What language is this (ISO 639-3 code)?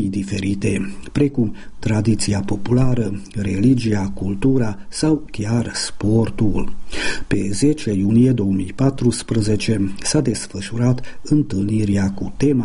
ron